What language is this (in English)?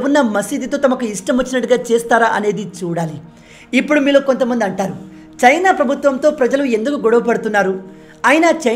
Telugu